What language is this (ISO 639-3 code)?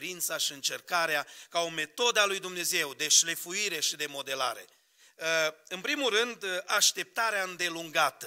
ron